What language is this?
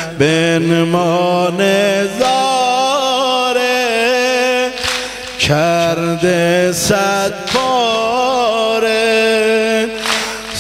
Persian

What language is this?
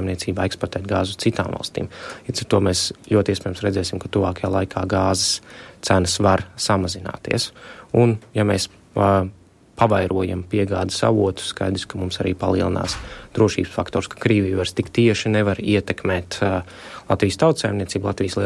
Latvian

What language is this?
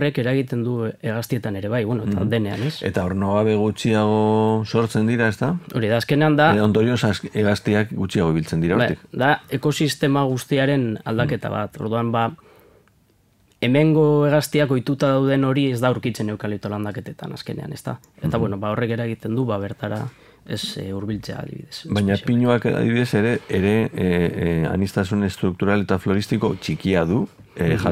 Basque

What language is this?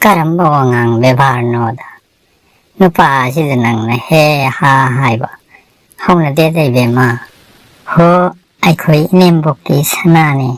Manipuri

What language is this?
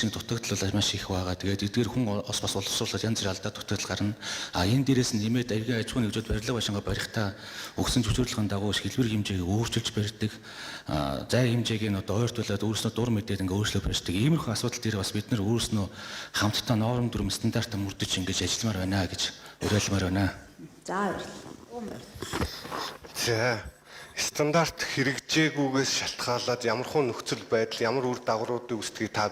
Mongolian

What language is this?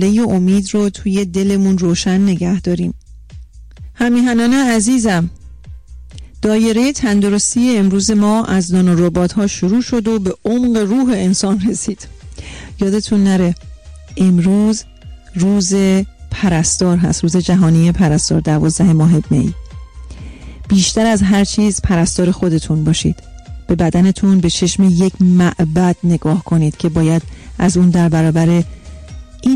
Persian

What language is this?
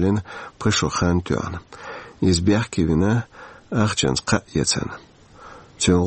Chechen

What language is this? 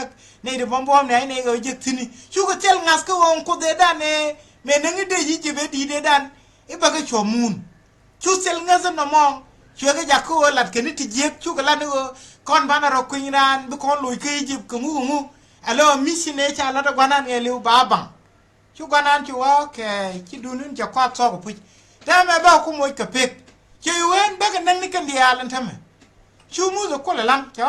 Nuer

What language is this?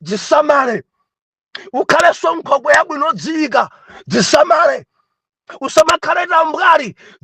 Nyanja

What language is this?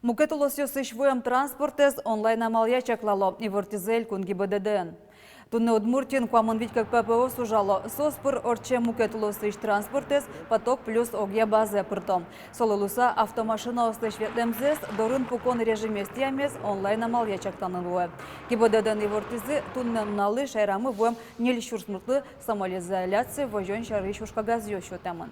Udmurt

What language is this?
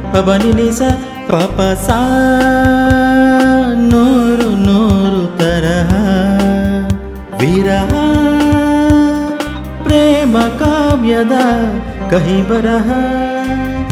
Kannada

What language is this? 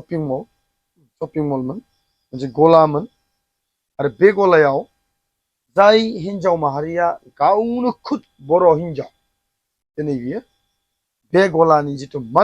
Bodo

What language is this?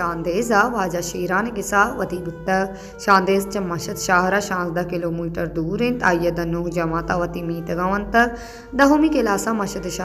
Baluchi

